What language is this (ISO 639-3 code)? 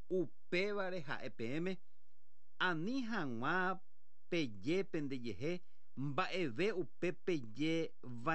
grn